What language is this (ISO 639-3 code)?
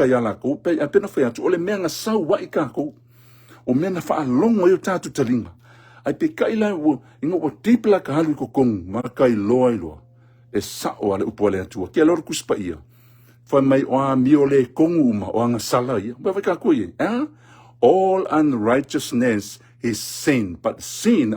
smo